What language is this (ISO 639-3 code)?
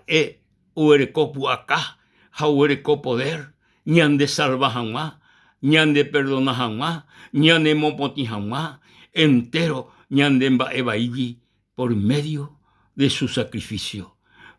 grn